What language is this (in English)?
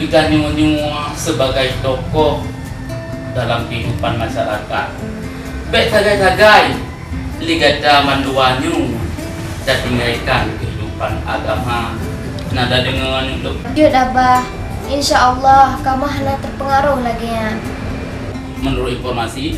Achinese